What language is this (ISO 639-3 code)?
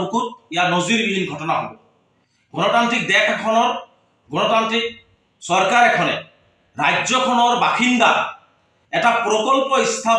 asm